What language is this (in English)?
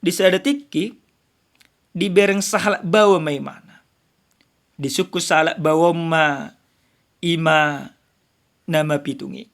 Batak Toba